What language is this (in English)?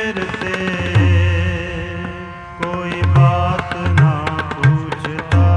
Punjabi